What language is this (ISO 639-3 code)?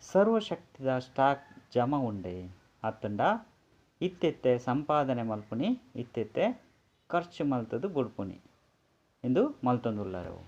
tcy